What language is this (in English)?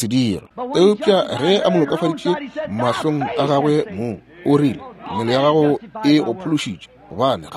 Northern Sotho